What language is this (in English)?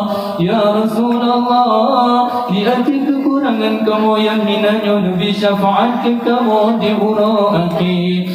Achinese